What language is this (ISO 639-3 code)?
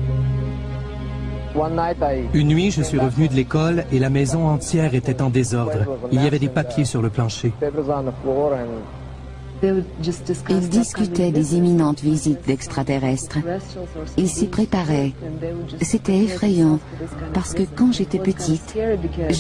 fra